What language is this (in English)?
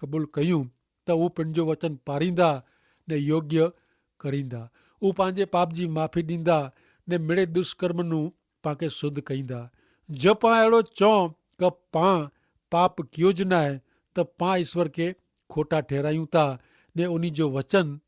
Kachhi